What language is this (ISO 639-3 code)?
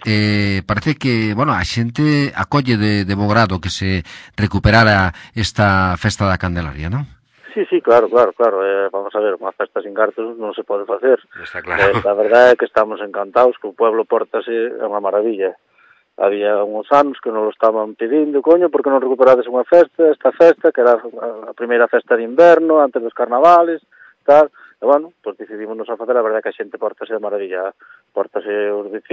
glg